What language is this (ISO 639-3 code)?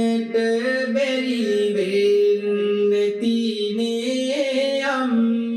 sin